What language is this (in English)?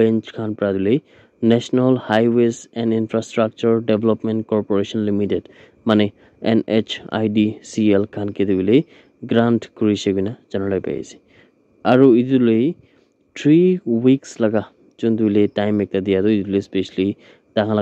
Naga Pidgin